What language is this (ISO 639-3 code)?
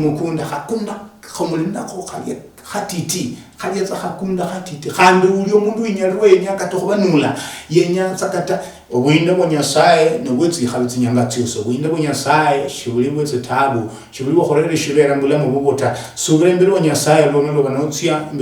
luy